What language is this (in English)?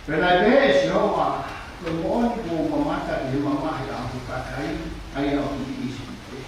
Tongan